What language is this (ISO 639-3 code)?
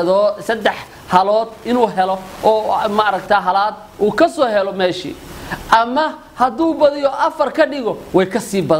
som